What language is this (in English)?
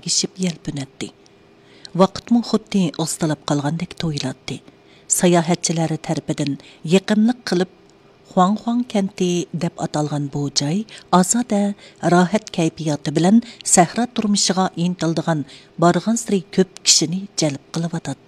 Uyghur